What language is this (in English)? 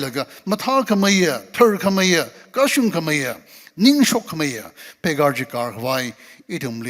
Tangkhul Naga (India)